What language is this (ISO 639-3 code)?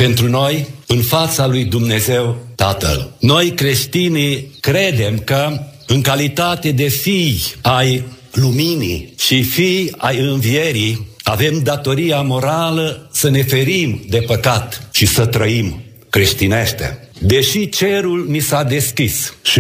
ron